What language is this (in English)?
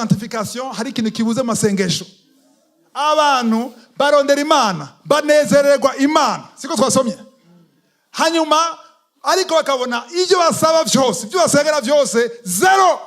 Rundi